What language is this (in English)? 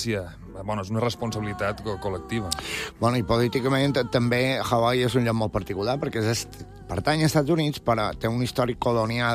Catalan